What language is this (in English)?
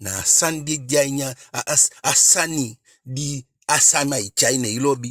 Eastern Maroon Creole